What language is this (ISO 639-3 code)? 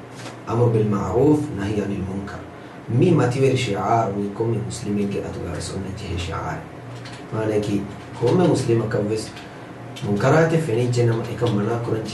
div